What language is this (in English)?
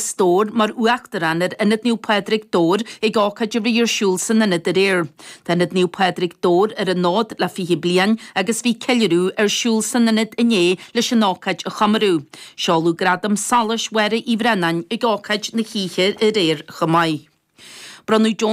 Irish